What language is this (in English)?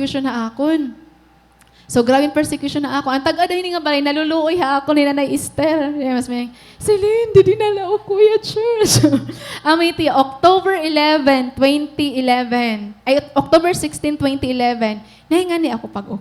Waray